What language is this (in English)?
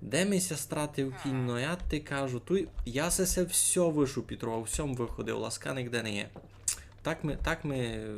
Rusyn